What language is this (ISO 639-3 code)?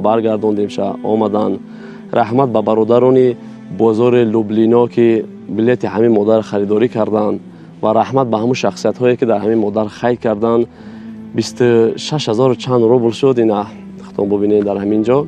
tgk